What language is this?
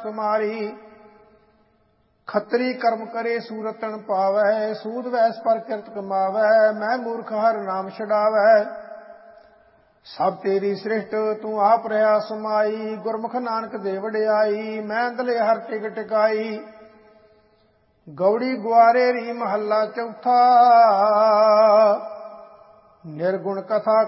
Punjabi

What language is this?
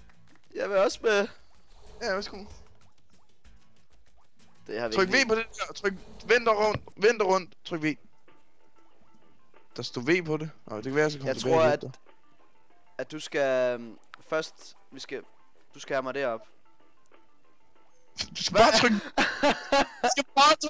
Danish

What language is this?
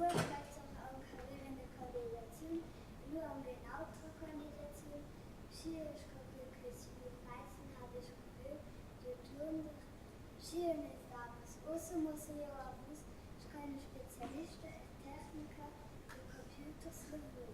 Romansh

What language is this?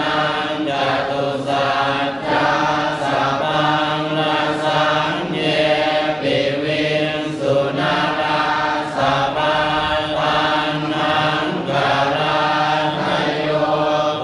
Pali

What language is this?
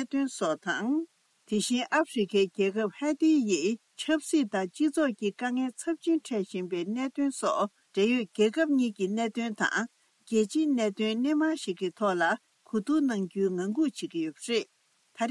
Tibetan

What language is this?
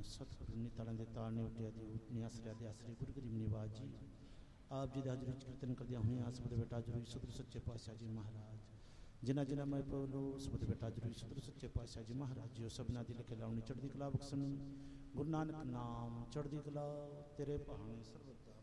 Punjabi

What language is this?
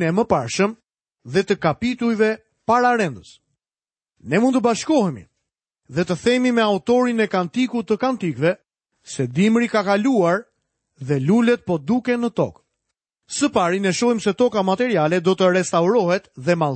Albanian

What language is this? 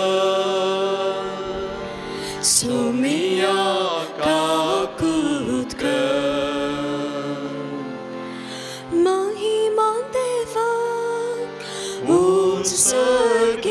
Konkani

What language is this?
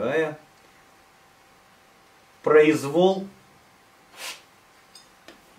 Russian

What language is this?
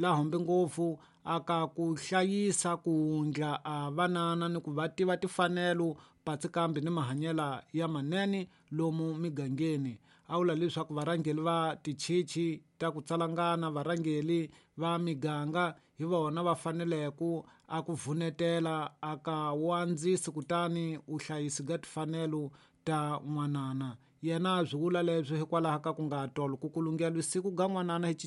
Tsonga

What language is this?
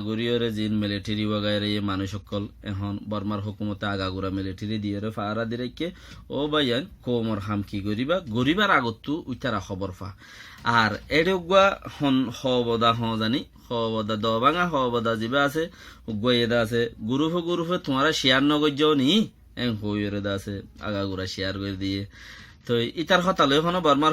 Rohingya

